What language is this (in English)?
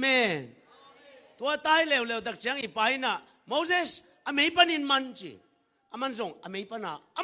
Tedim Chin